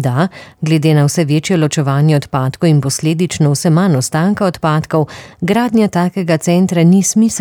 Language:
Slovenian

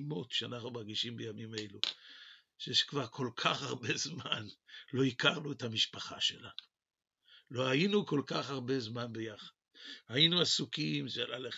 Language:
Hebrew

